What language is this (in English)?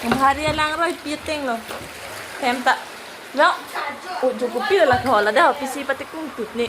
Karbi